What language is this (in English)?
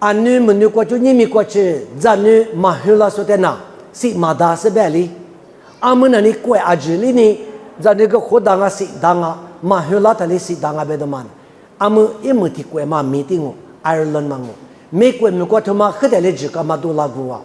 Lisu